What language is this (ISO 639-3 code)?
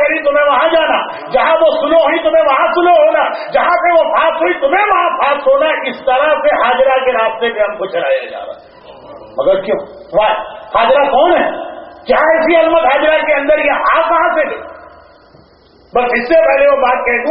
urd